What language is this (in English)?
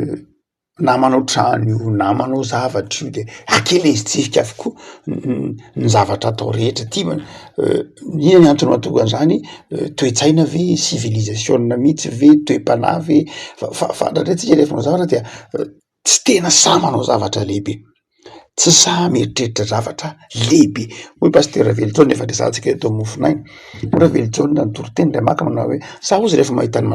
Malagasy